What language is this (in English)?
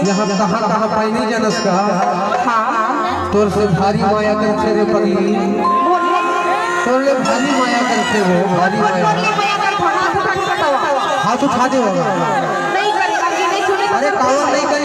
Chhattisgarhi